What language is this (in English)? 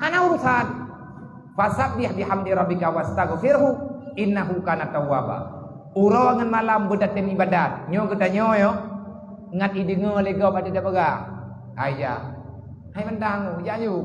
Achinese